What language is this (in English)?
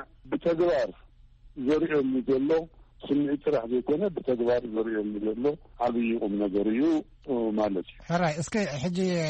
Tigrinya